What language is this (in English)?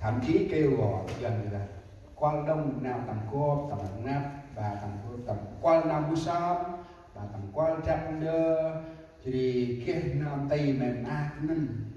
Central Mnong